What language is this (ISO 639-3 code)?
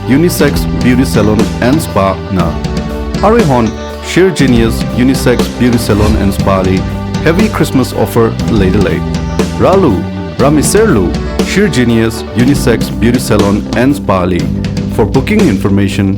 nmf